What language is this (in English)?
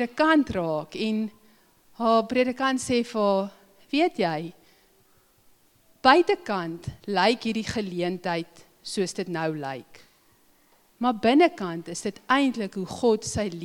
Afrikaans